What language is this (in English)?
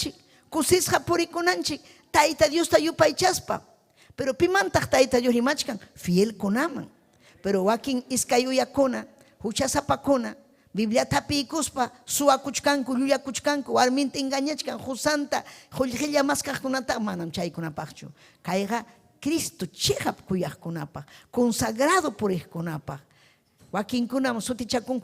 Ayacucho Quechua